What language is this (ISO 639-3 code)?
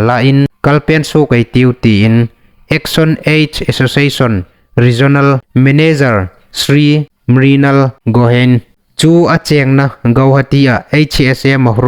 hmr